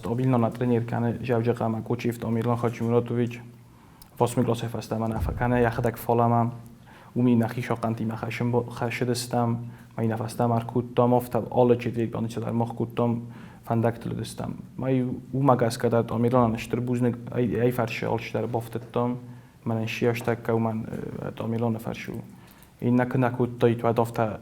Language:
Ossetic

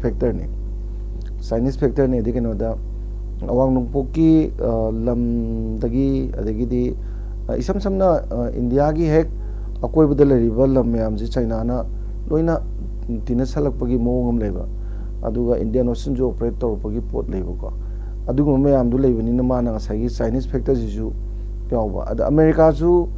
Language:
Manipuri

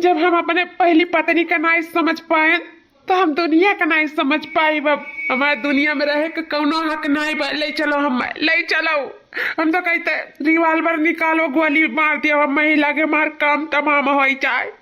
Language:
Awadhi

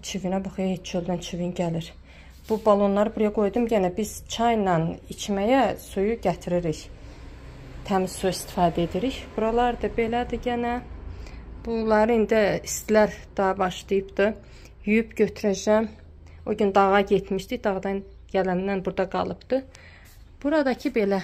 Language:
Azerbaijani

